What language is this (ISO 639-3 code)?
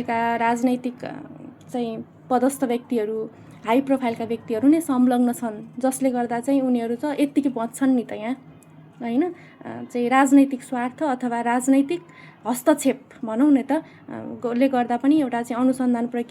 nep